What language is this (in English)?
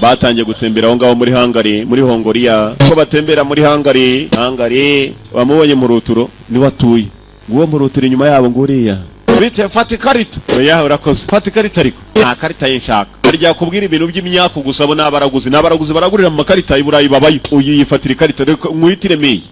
Kinyarwanda